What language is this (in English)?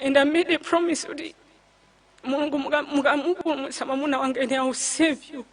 Nyanja